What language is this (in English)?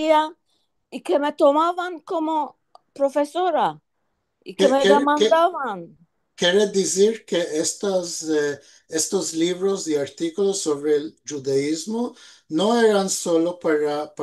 Ladino